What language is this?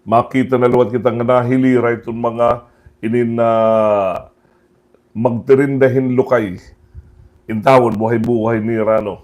Waray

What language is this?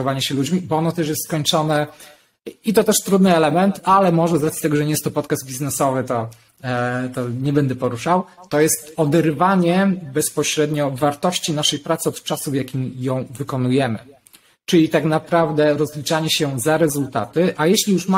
Polish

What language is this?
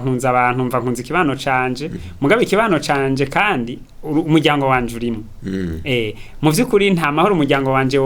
Rundi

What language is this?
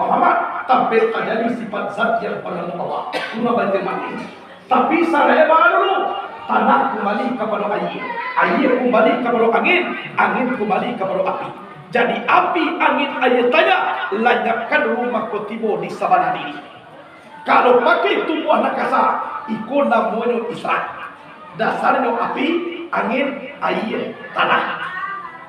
Minangkabau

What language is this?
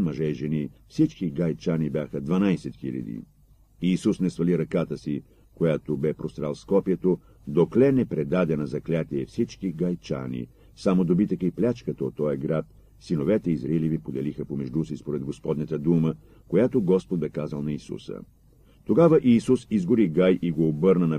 Bulgarian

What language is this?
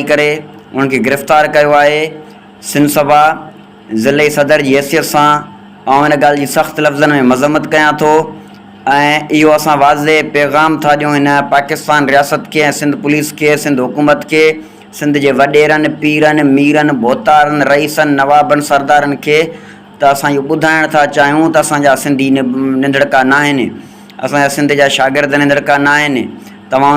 Sindhi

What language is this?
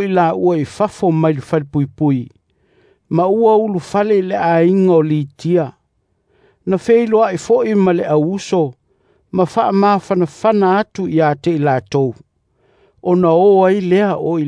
Samoan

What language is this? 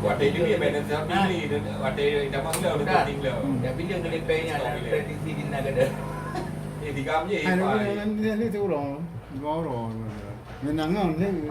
Achinese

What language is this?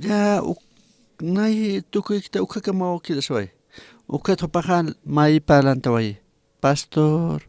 Aymara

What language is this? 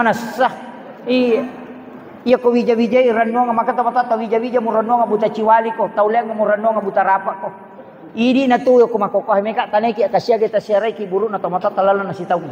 Buginese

